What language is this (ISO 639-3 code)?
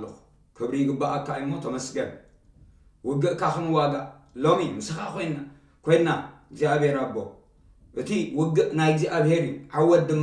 tir